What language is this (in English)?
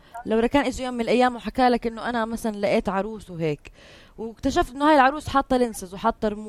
North Levantine Arabic